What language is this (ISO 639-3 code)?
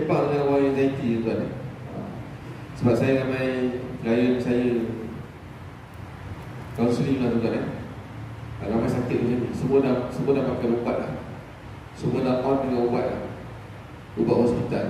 msa